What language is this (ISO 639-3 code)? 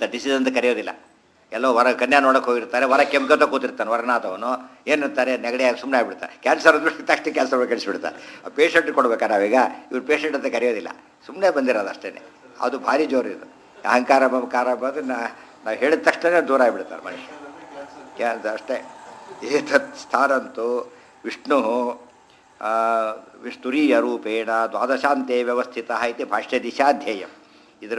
kan